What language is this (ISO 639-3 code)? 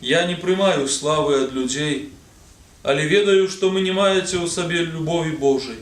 bel